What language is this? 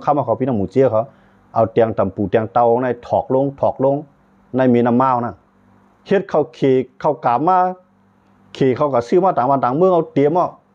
Shan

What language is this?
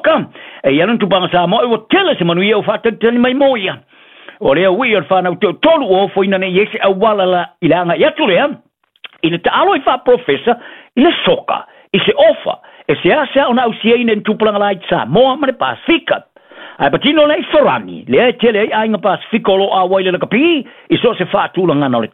Samoan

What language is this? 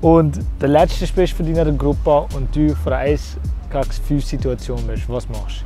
Swiss German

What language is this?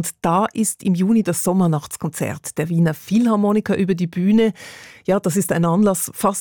German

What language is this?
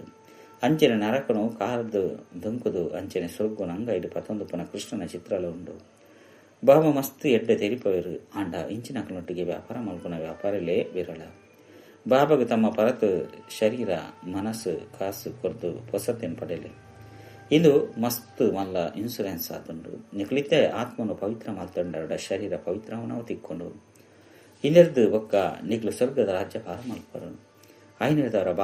Tulu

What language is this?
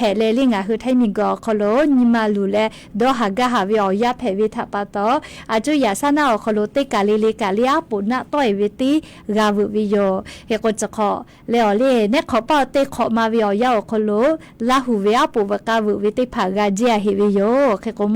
Lahu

